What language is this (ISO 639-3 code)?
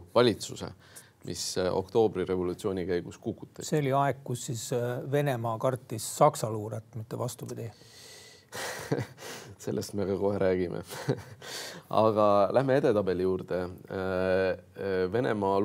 est